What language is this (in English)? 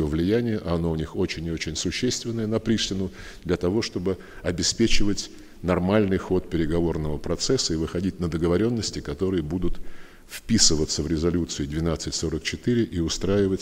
Russian